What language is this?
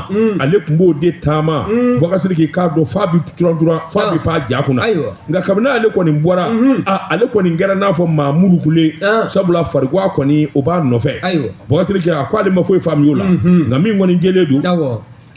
Bambara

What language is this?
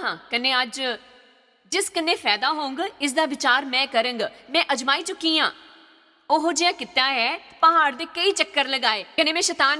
Dogri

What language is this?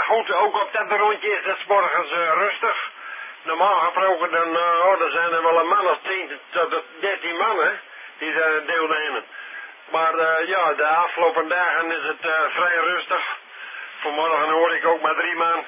Dutch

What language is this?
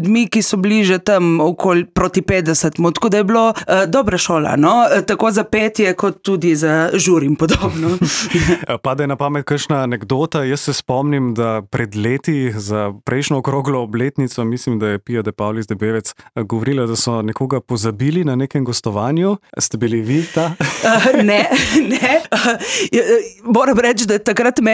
Slovenian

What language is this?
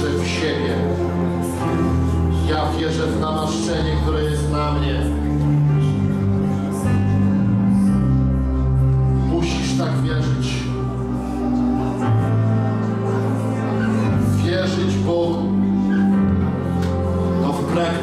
Polish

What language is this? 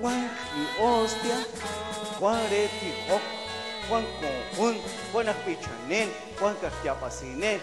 Kekchí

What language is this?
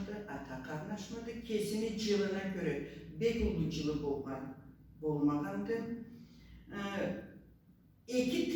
Karachay-Balkar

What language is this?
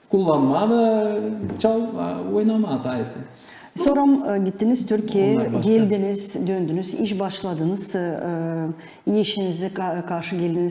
Gagauz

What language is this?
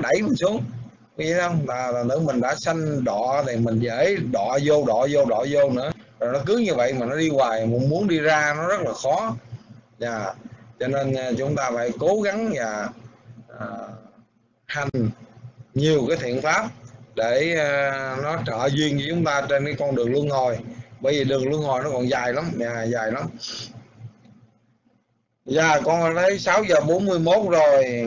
Vietnamese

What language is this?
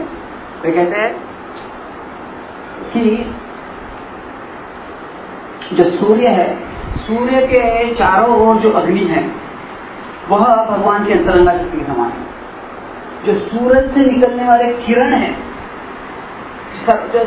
Hindi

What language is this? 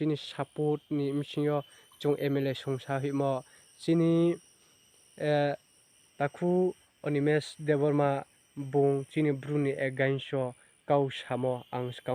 Riang (India)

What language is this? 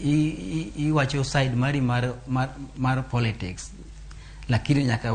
Luo (Kenya and Tanzania)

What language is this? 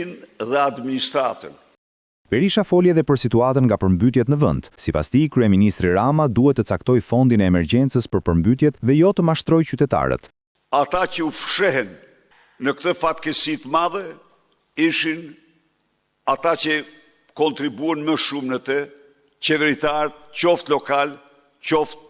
Albanian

